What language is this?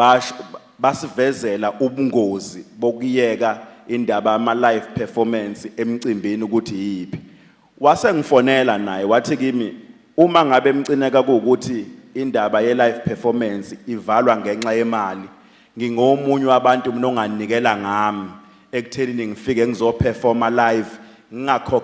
Zulu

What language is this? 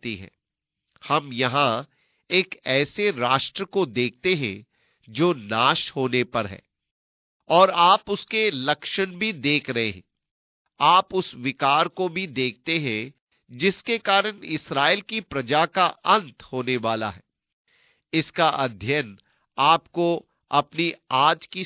Hindi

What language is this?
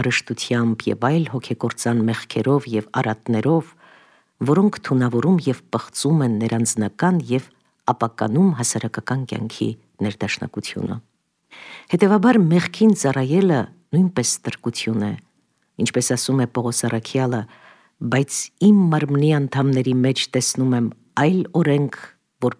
Armenian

